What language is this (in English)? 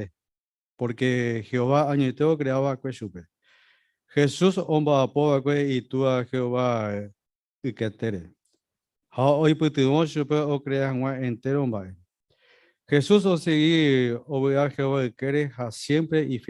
Guarani